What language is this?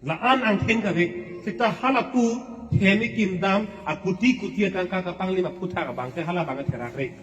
Karbi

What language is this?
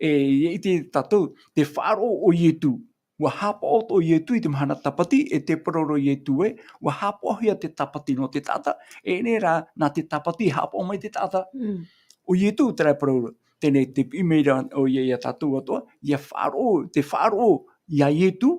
Tahitian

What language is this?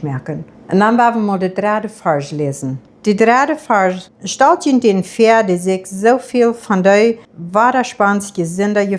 Plautdietsch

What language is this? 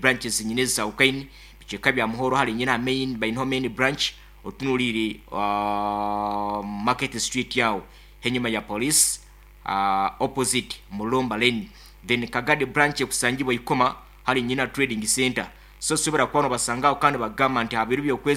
Nyoro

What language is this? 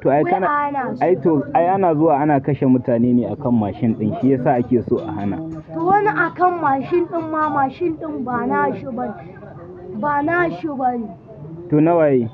Hausa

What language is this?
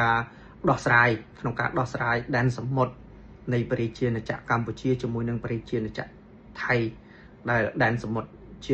Khmer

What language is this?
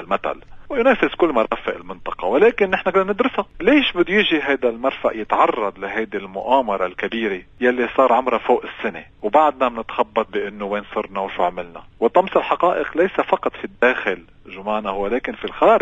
North Levantine Arabic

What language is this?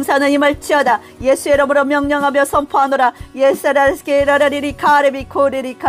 Korean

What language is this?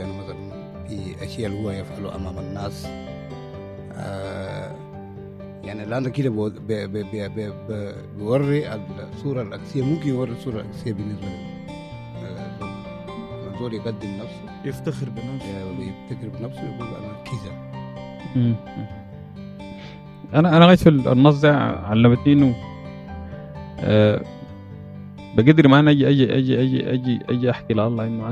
Sudanese Arabic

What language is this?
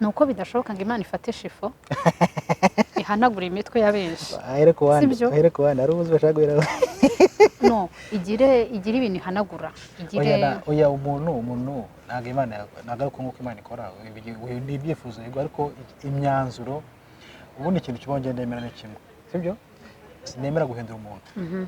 Kinyarwanda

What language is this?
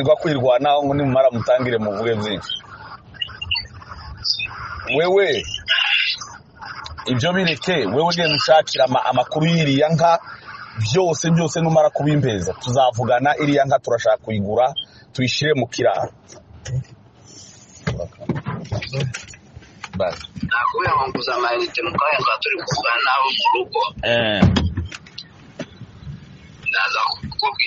Kinyarwanda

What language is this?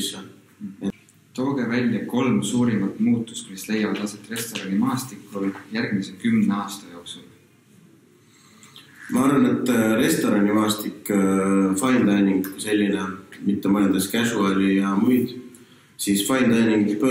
Estonian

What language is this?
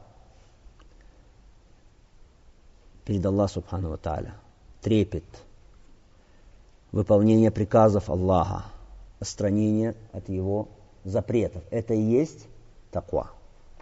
Russian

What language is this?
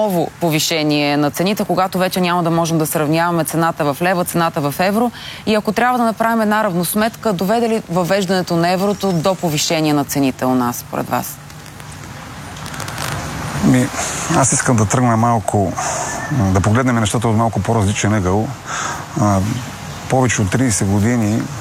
Bulgarian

